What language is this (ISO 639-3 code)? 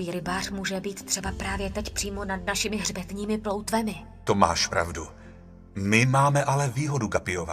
ces